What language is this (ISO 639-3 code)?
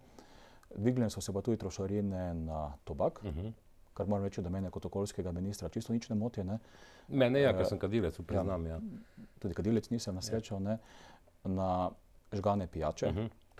slv